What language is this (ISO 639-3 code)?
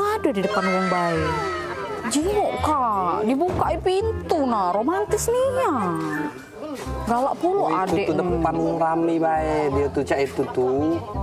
mui